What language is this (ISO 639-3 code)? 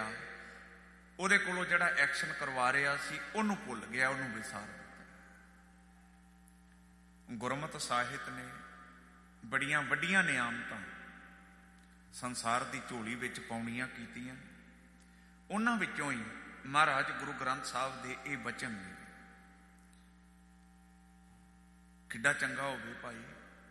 pan